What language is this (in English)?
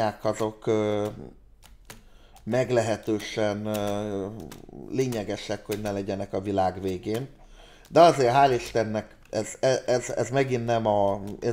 Hungarian